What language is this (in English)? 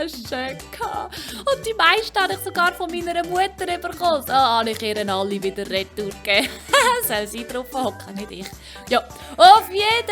Swiss German